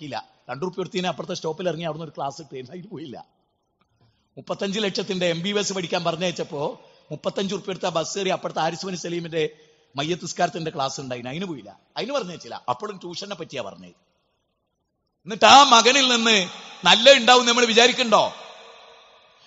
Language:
Malayalam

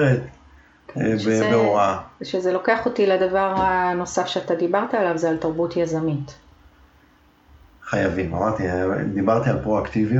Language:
Hebrew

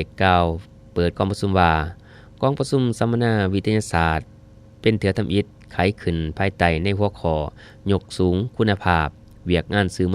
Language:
Lao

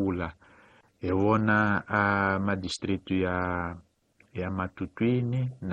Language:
Tsonga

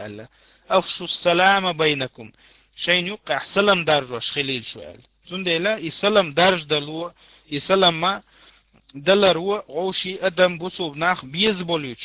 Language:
Chechen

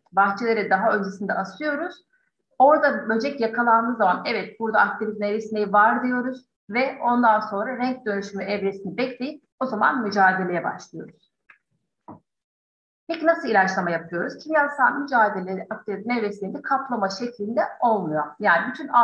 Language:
Turkish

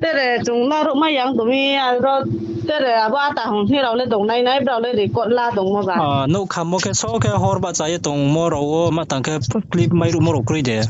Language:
Riang (India)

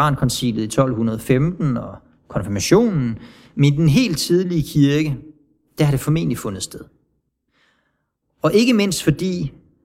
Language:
Danish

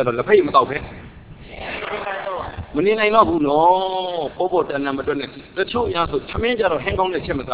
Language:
Burmese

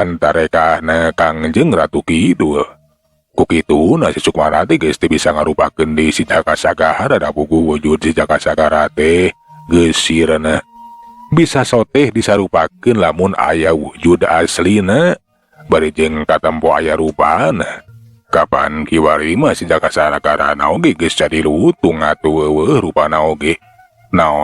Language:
Sundanese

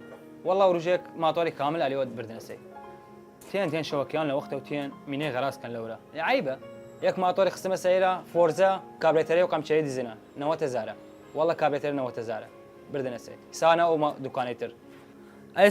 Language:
Southern Kurdish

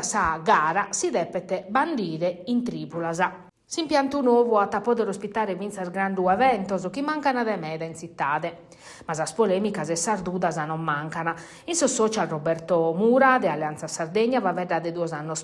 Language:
Sardinian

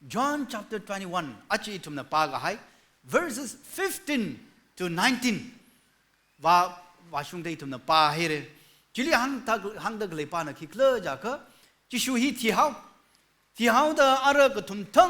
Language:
Tangkhul Naga (India)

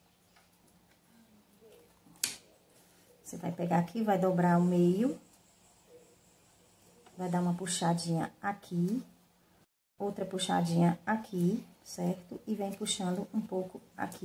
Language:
Portuguese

